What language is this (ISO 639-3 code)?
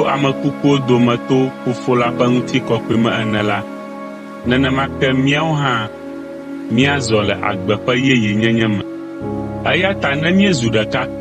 ewe